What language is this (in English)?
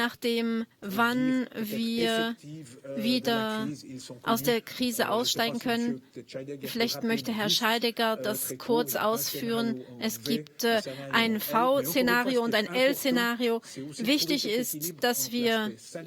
Swiss German